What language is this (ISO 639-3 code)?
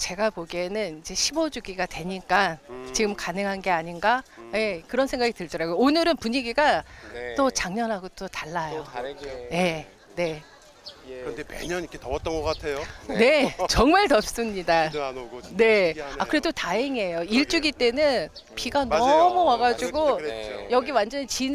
kor